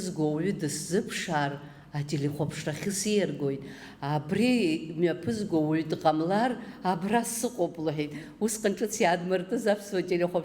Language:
Abkhazian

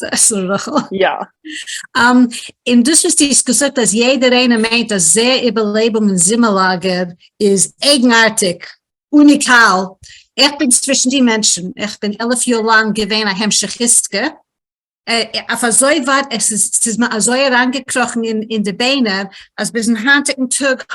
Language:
Yiddish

